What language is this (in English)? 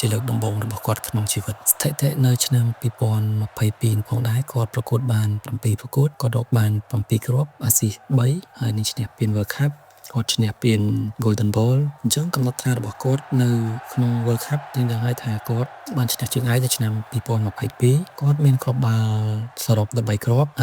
Khmer